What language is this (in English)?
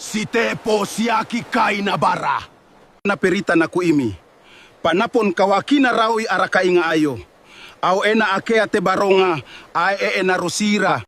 Gilbertese